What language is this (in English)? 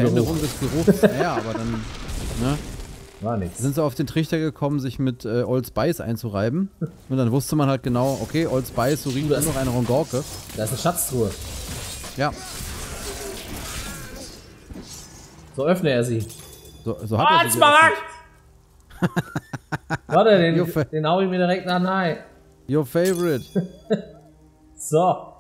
German